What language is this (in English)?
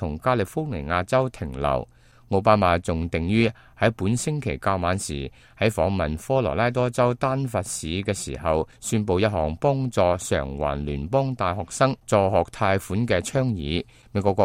Cantonese